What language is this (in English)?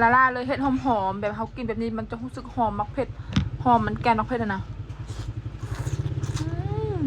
Lao